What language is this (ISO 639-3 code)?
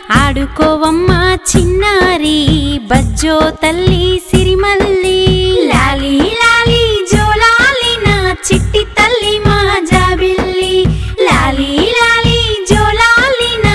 tel